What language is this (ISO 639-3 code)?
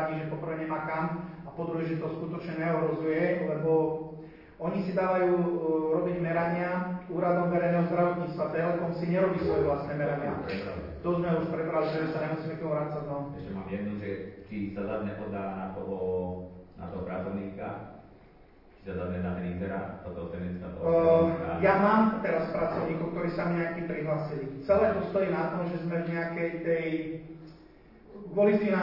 slk